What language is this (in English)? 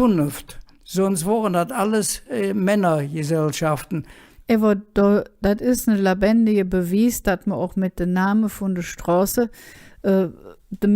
Colognian